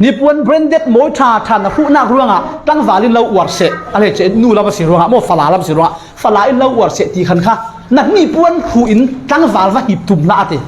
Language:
Falam Chin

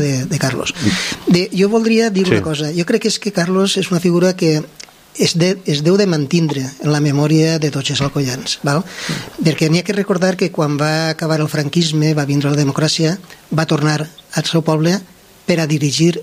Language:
Catalan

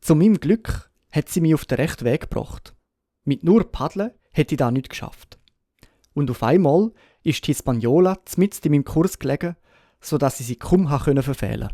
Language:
Swiss German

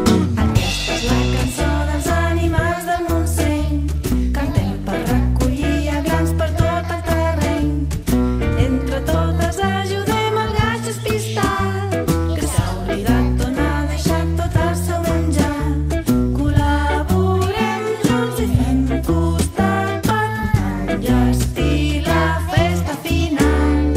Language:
Catalan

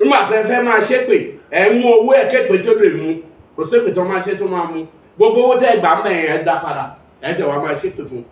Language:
Yoruba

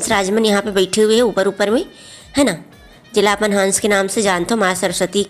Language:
Chhattisgarhi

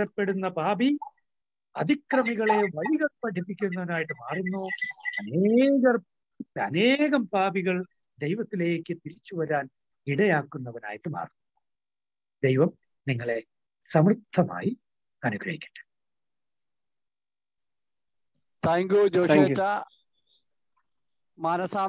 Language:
Malayalam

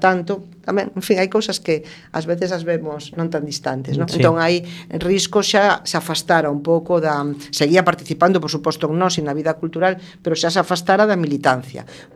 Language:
Galician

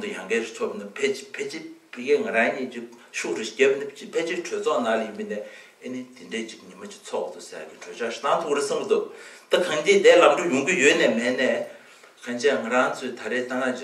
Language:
Tibetan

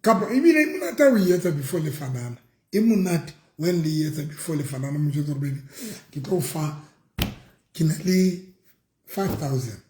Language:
Southern Sotho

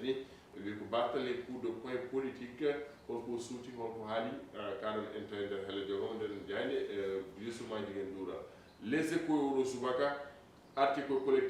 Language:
Fula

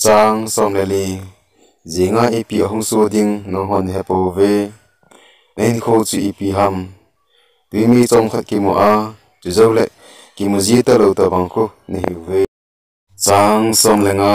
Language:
Thado Chin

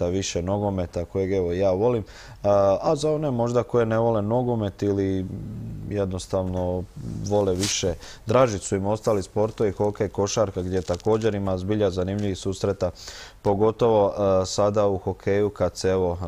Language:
Croatian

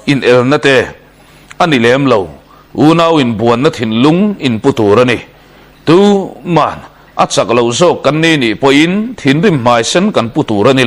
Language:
Mizo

